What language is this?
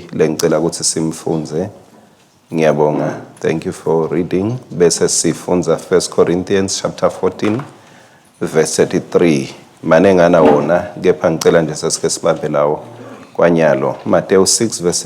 Swati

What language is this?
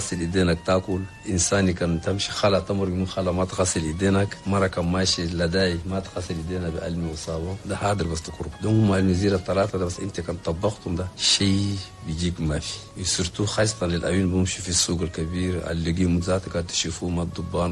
Chadian Arabic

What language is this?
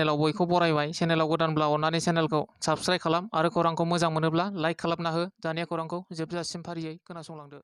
Bodo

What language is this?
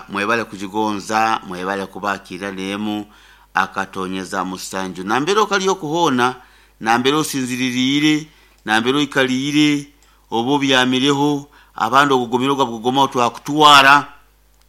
Nyoro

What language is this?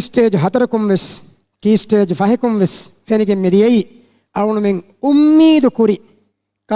Divehi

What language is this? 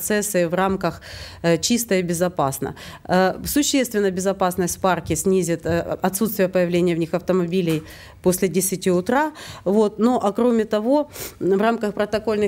Russian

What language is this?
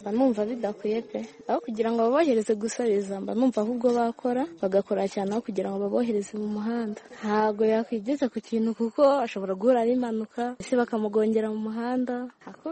Kinyarwanda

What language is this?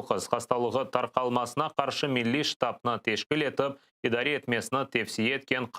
Crimean Tatar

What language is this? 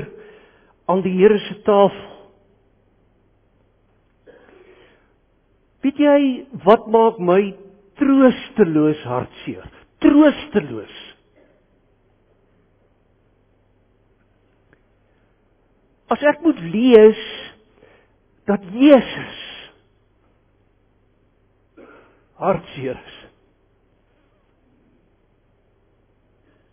Afrikaans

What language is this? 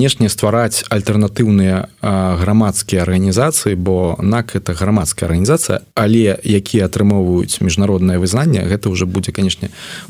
Belarusian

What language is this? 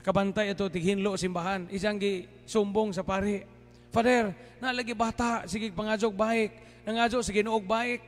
Cebuano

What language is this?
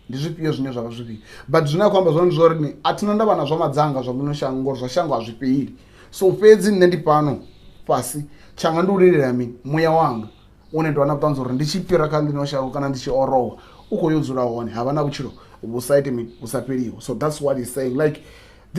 Venda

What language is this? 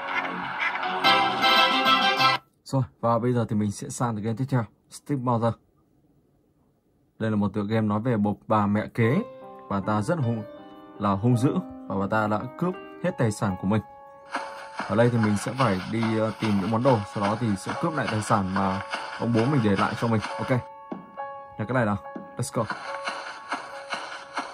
Vietnamese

